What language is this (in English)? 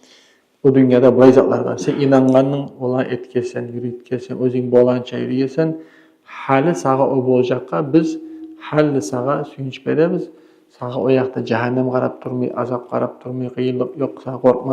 Kumyk